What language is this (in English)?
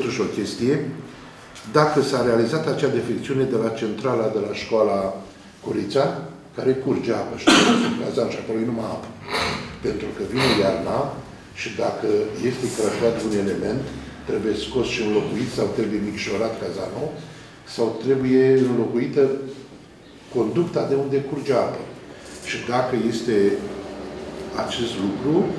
Romanian